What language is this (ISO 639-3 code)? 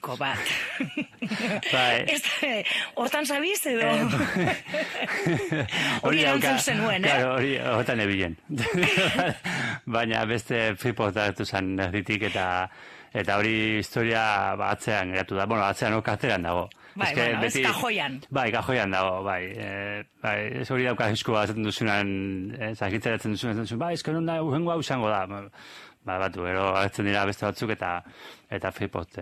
eus